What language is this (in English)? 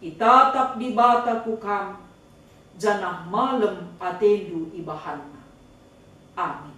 Batak Karo